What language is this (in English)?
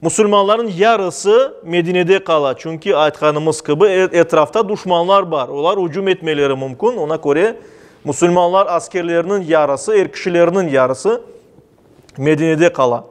Crimean Tatar